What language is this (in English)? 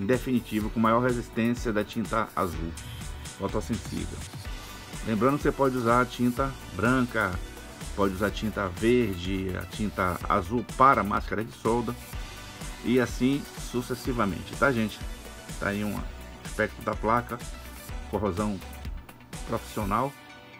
Portuguese